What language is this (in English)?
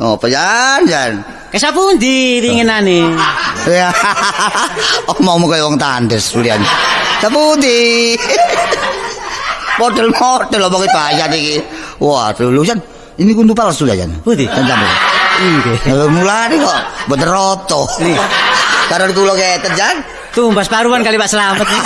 Javanese